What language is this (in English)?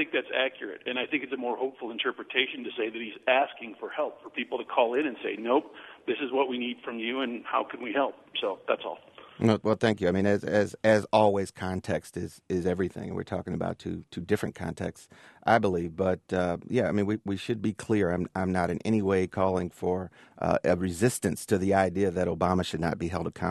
English